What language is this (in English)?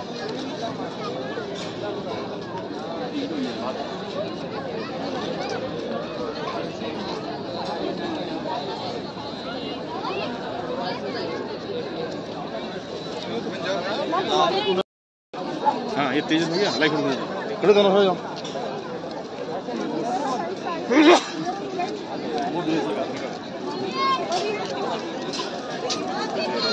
Hindi